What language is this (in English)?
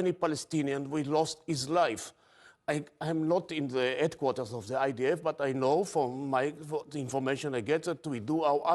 English